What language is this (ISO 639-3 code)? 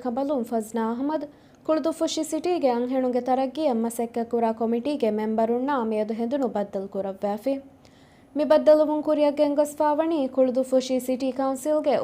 div